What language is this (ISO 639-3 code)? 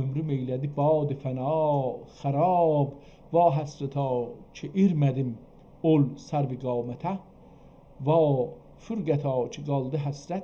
azb